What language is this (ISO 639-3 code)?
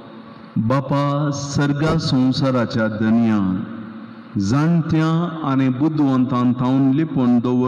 kok